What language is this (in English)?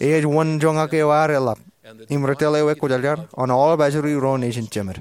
Marshallese